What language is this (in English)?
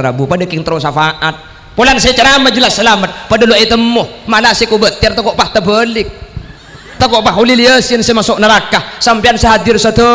Madurese